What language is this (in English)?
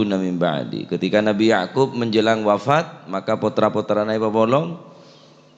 Madurese